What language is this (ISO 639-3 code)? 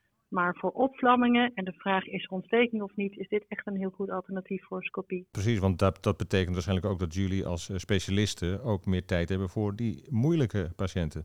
nld